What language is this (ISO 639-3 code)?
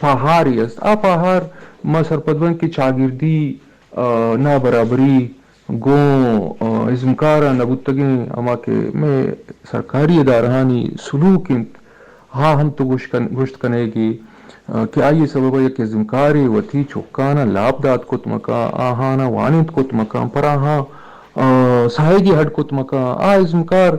bgp